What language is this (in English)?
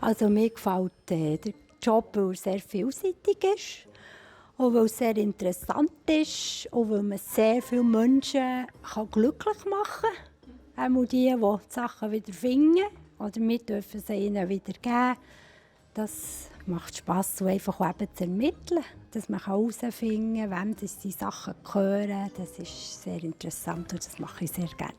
Swiss German